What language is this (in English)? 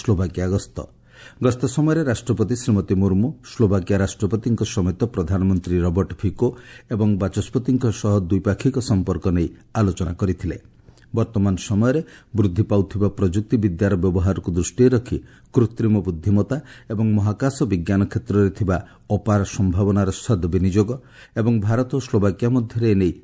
Odia